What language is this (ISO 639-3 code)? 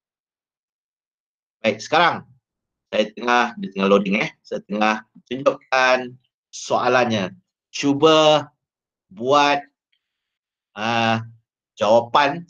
msa